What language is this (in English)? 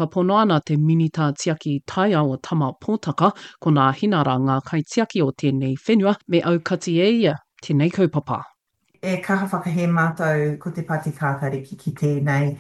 Māori